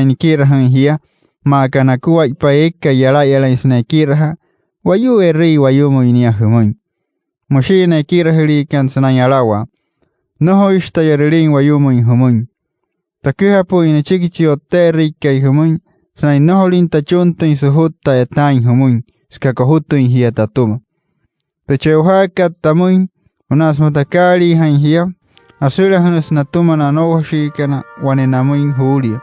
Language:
Wayuu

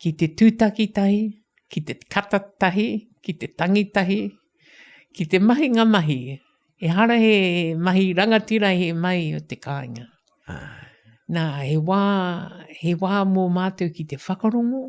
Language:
Māori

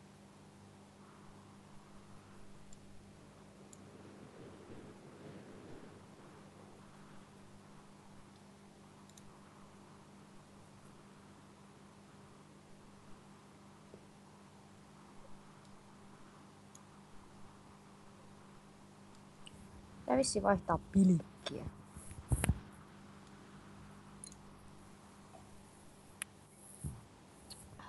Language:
Finnish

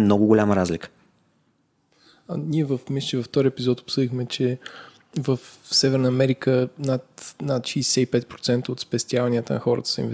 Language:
Bulgarian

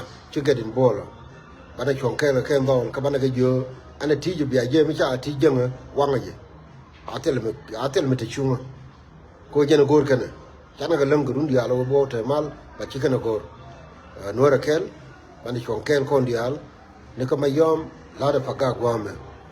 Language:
Nuer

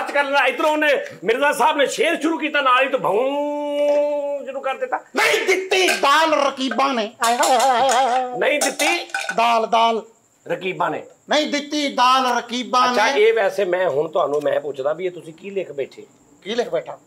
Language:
Punjabi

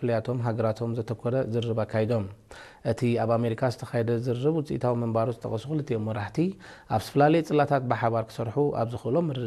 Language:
Tigrinya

